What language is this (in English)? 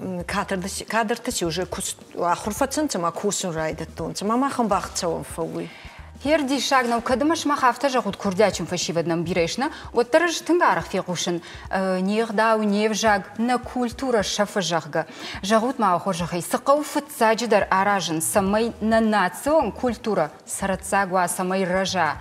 Ossetic